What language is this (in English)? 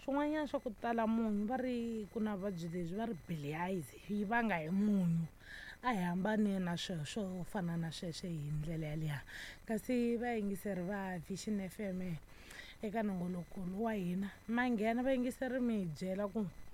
Tsonga